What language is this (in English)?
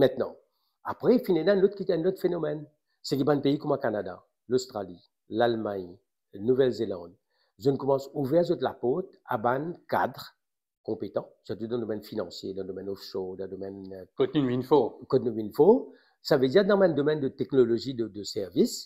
Morisyen